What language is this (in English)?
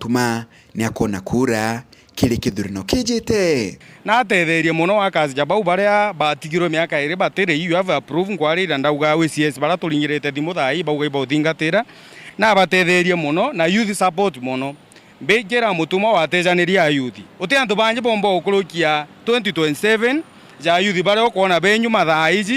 Meru